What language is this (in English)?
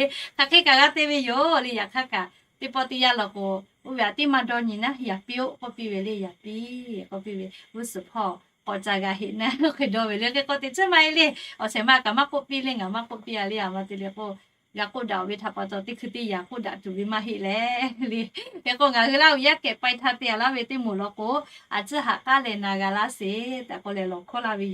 Lahu